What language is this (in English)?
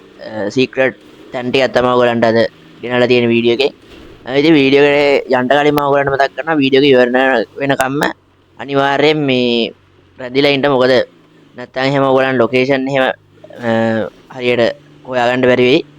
Sinhala